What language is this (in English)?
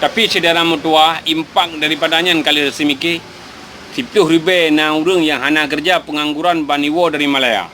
Achinese